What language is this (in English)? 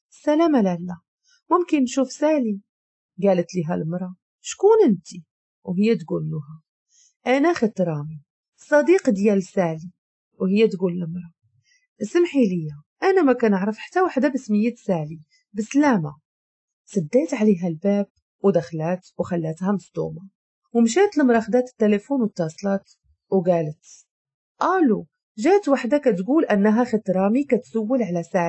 Moroccan Arabic